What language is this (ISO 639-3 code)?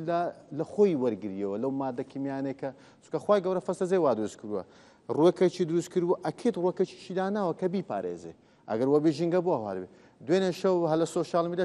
ckb